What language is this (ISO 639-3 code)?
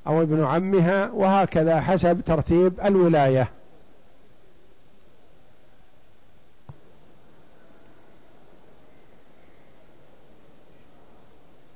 ara